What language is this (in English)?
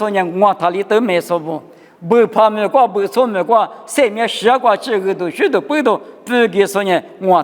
Lisu